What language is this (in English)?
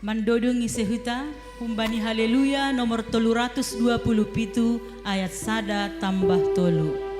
Batak Simalungun